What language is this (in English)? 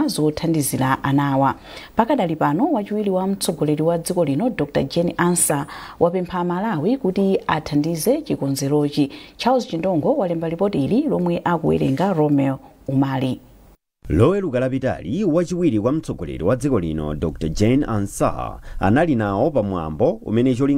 Nyanja